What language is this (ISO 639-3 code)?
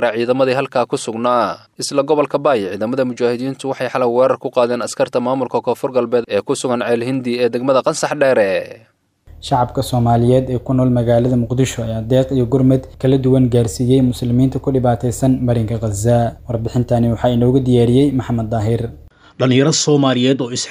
som